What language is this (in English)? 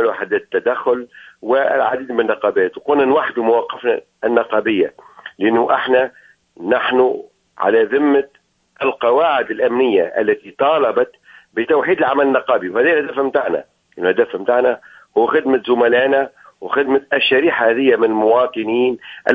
Tunisian Arabic